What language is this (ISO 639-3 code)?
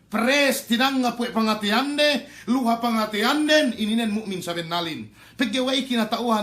yka